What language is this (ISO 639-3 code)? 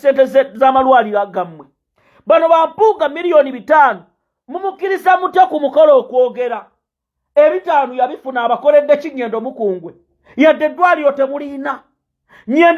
lug